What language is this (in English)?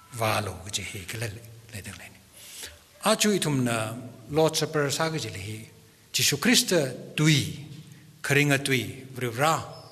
Tangkhul Naga (India)